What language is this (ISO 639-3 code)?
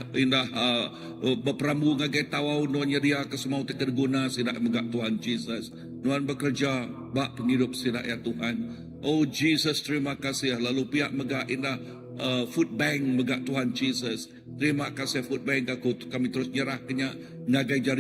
iba